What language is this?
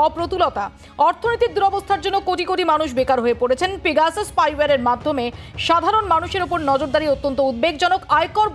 Bangla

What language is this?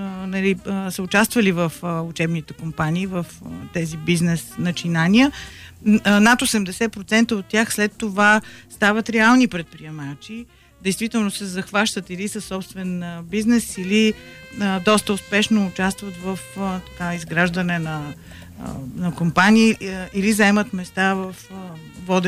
Bulgarian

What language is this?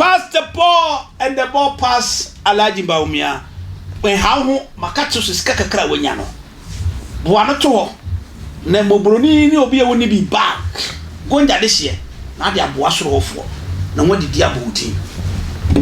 Akan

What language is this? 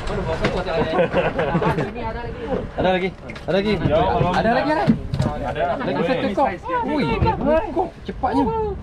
Malay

